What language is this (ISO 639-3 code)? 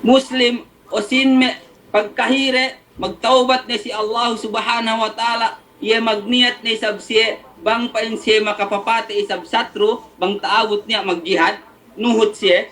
yka